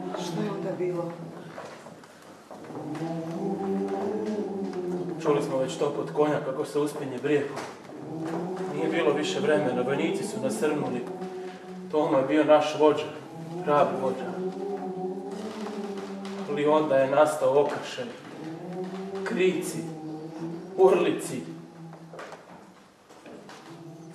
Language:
Croatian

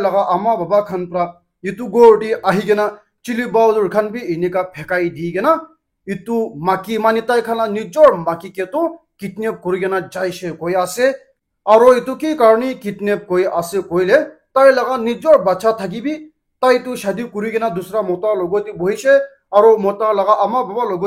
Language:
Naga Pidgin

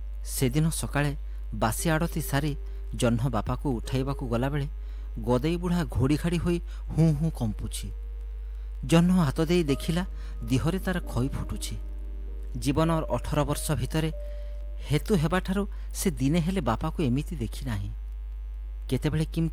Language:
Odia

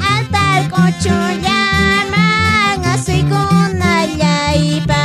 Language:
Quechua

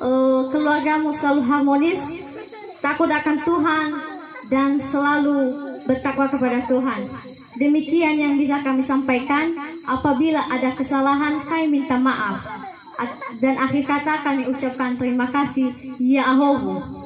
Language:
Nias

